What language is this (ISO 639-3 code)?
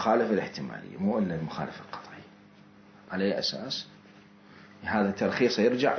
acm